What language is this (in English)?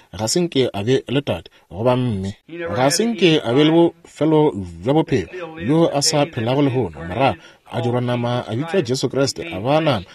Northern Sotho